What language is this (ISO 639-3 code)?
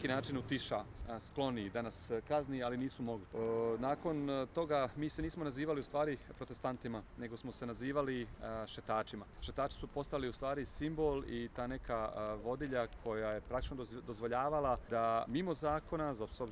bos